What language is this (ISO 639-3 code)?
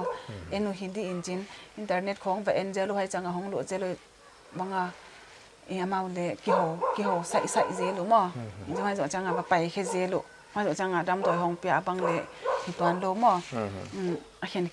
pck